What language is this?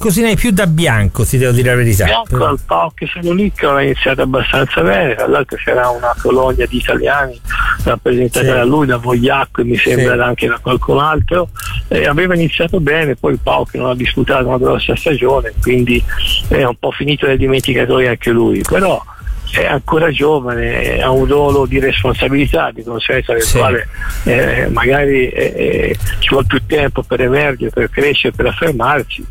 Italian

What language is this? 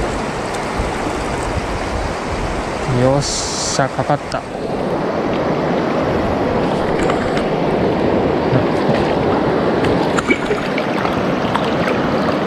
Japanese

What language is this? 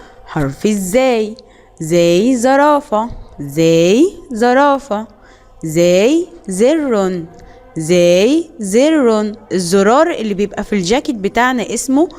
Egyptian Arabic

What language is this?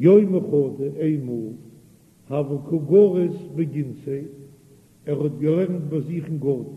Yiddish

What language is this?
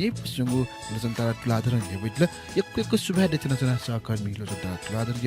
Newari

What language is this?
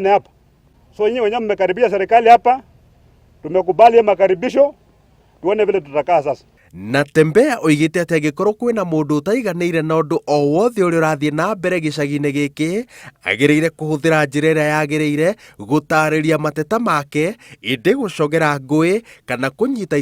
Kikuyu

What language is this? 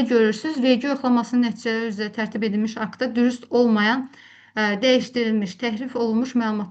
Azerbaijani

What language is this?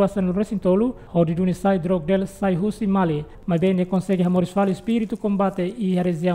Tetum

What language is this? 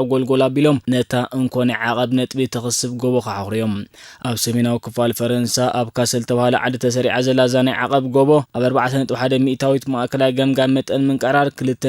Tigrinya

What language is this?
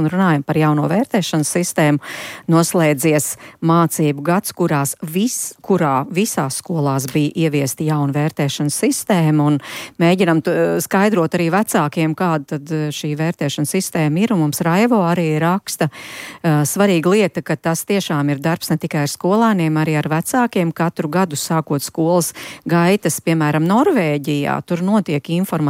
Latvian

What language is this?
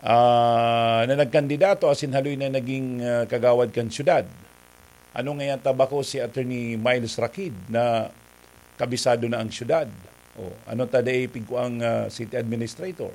Bikol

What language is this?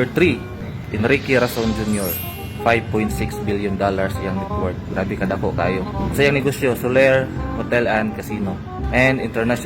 Cebuano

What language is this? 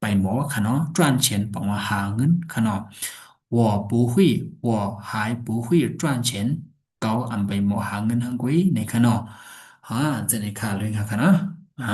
Shan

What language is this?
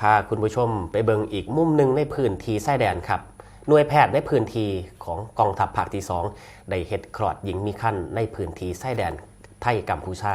Northeastern Thai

